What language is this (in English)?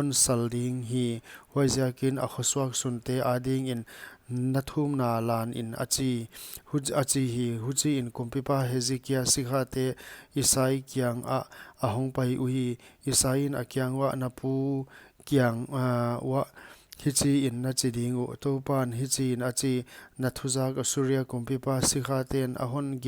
Paite Chin